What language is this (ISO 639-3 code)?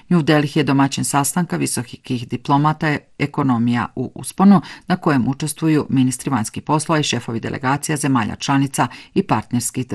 bos